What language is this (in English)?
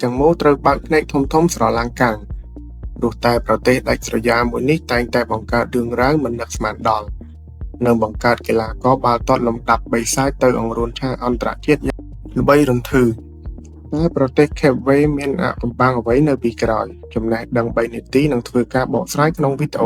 Khmer